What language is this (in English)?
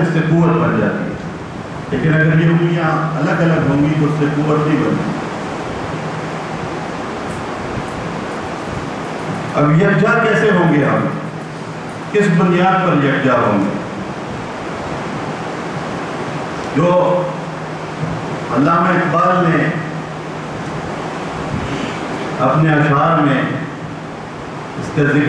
Urdu